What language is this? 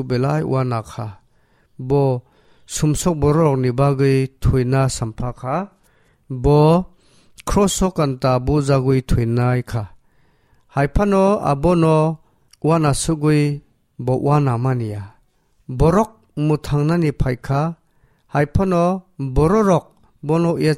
Kok Borok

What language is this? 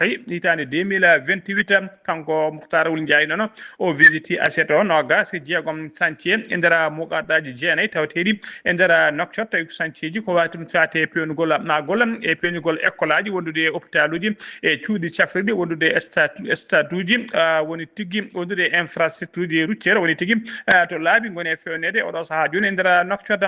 Fula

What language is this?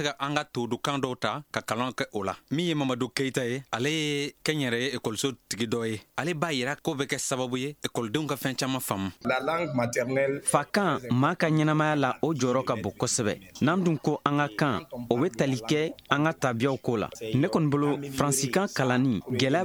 Bambara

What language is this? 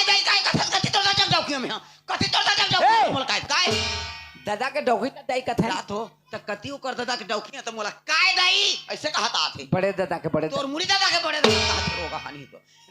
Chhattisgarhi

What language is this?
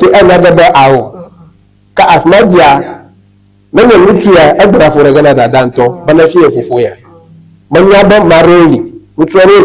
Ewe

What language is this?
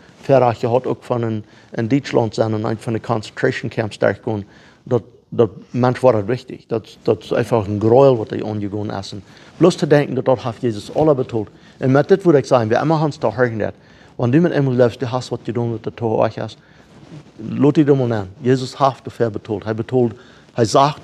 Plautdietsch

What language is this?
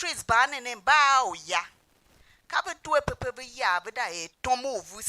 Tiv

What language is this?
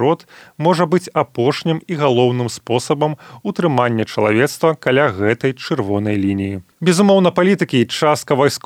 Belarusian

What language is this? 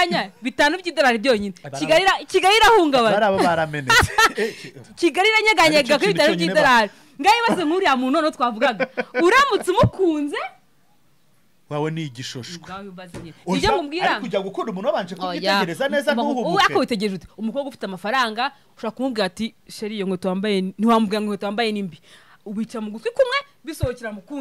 Kinyarwanda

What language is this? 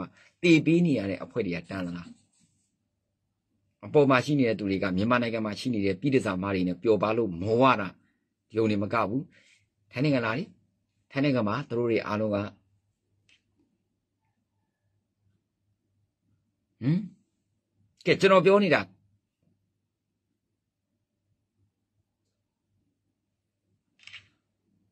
Burmese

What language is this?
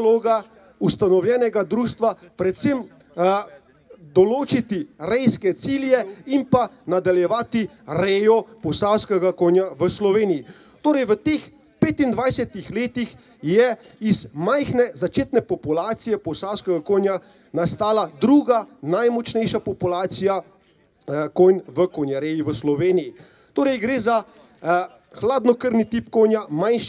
Slovenian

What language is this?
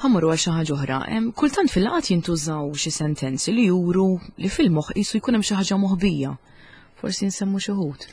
Maltese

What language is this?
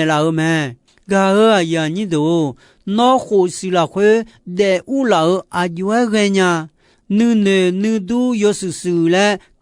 Akha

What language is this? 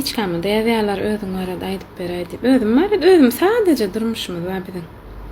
Turkmen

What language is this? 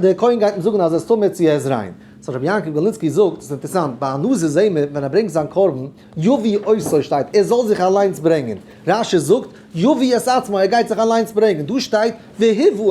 Yiddish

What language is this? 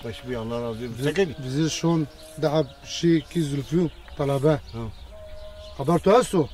Zaza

